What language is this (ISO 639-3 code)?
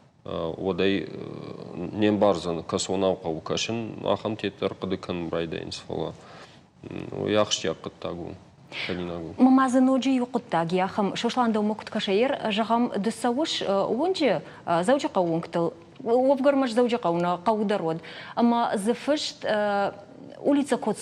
oss